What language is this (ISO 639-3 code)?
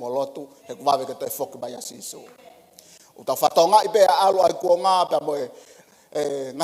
ton